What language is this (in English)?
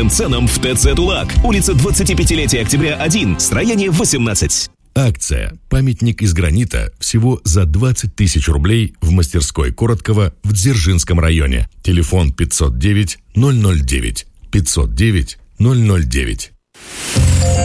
Russian